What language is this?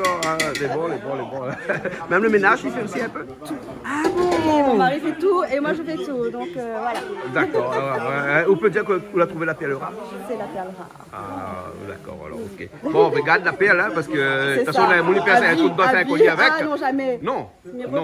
Réunion Creole French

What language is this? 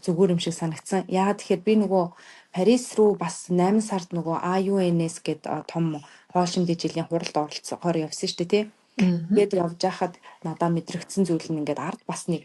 Mongolian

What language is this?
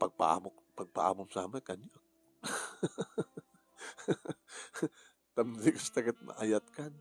Iloko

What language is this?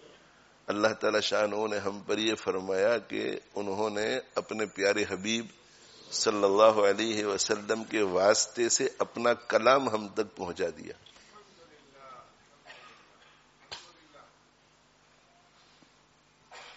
Urdu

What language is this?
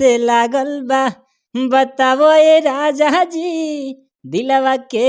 Bhojpuri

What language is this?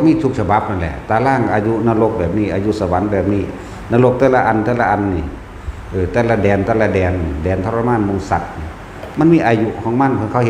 Northeastern Thai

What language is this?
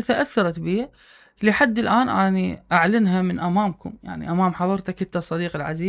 Mesopotamian Arabic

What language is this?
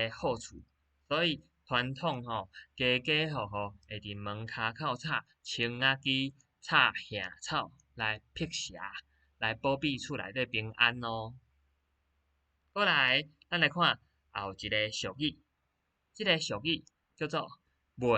Min Nan Chinese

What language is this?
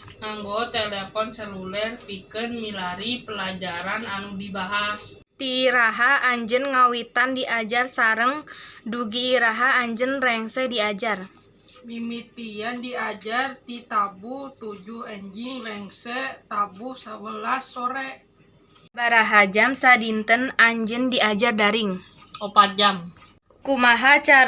Sundanese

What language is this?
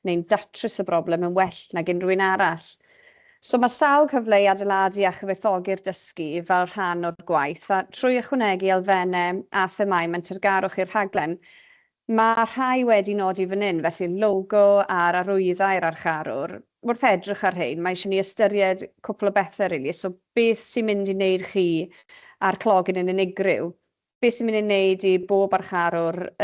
Welsh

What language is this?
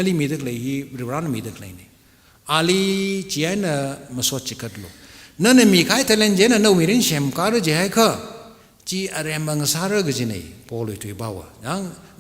Tangkhul Naga (India)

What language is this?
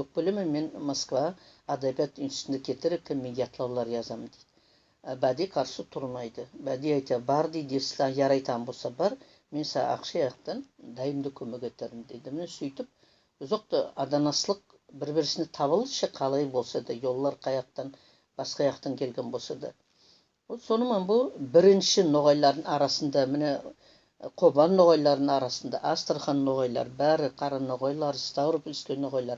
Nogai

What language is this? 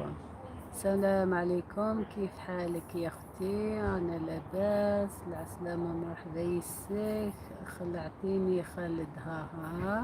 Algerian Arabic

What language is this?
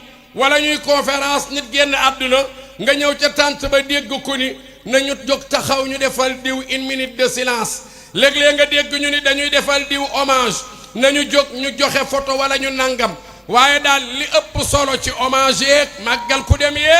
Wolof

